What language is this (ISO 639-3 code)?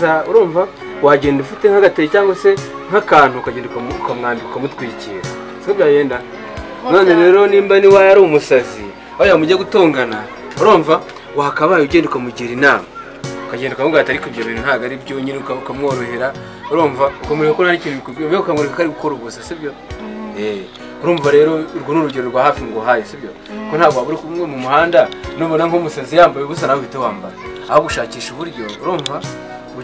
kin